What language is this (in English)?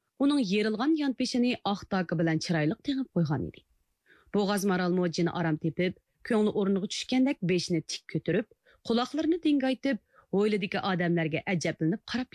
Uyghur